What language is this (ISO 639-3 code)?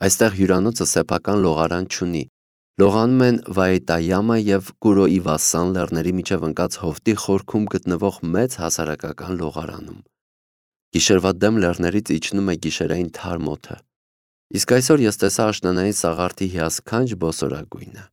hye